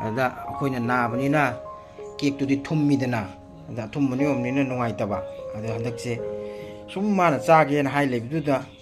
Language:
Manipuri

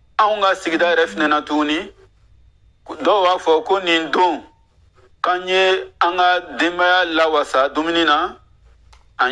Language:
Bambara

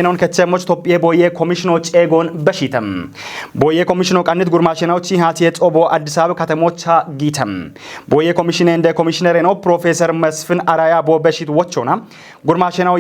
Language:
Kafa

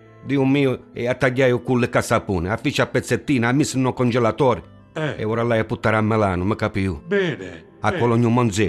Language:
Neapolitan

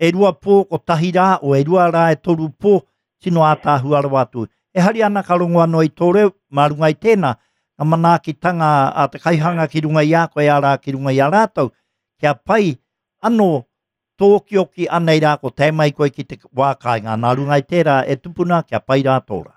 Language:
Māori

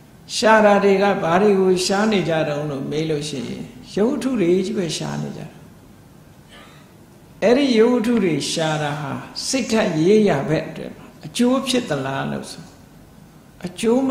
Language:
Burmese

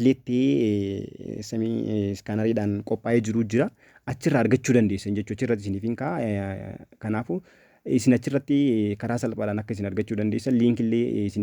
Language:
Oromo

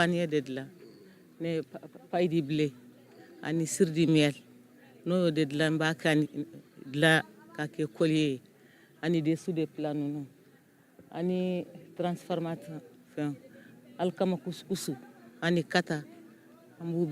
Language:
Bambara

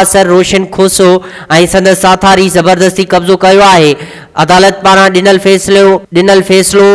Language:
Sindhi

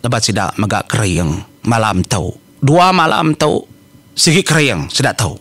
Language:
Iban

